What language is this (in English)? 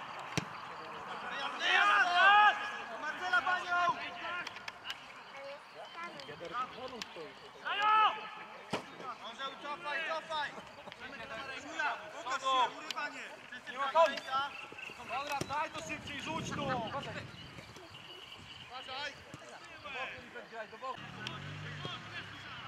Polish